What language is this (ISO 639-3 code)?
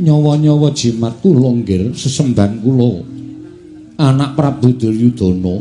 jav